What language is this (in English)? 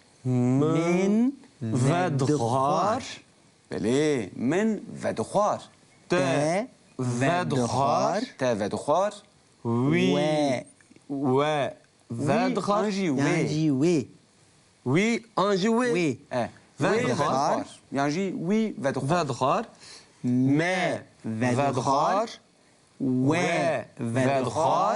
Kurdish